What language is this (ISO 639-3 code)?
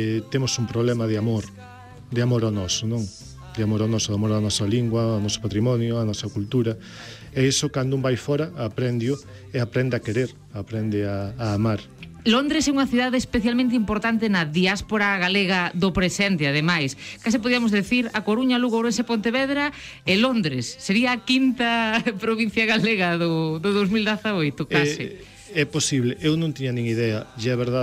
glg